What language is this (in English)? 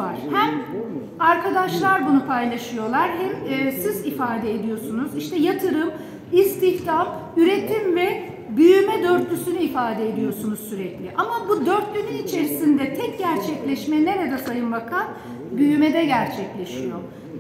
Turkish